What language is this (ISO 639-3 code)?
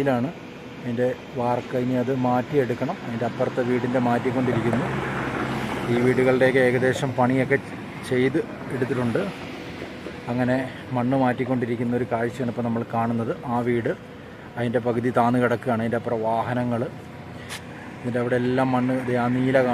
mal